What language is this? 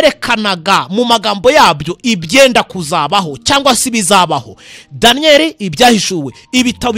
Kinyarwanda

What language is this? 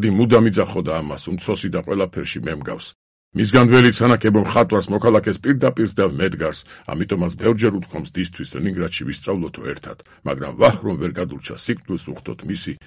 Georgian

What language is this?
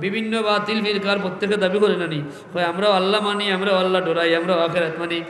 Sylheti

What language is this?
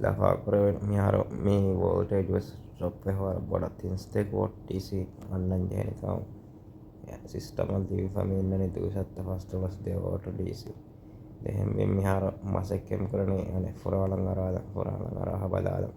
Divehi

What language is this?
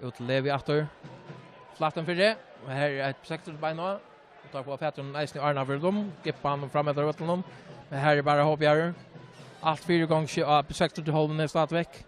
Faroese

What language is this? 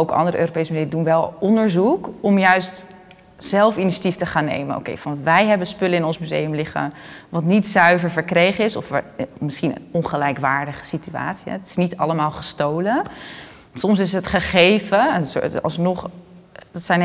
Dutch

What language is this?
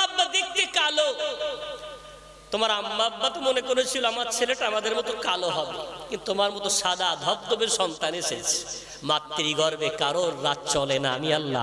Bangla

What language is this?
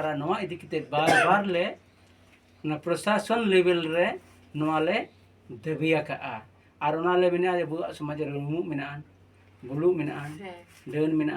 Santali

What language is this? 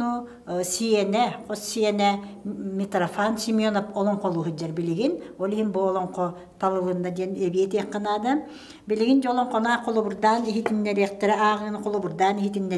Yakut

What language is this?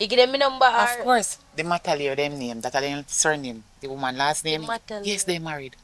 Jamaican Creole English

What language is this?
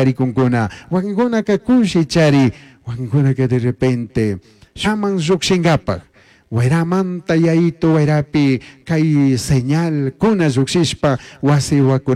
Chimborazo Highland Quichua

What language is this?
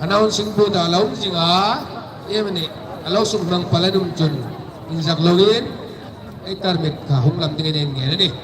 Hmar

